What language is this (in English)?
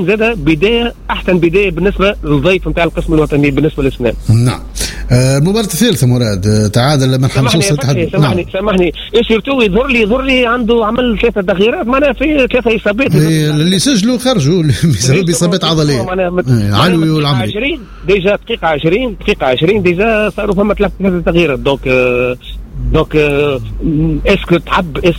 Tunisian Arabic